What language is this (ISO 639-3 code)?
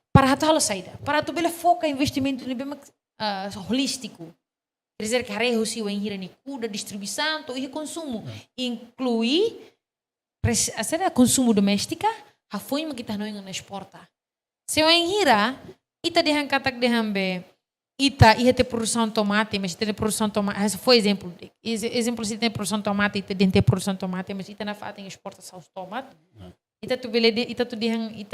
tet